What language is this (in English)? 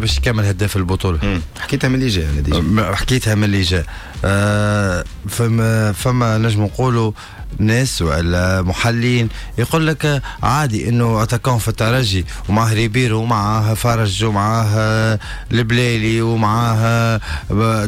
Tunisian Arabic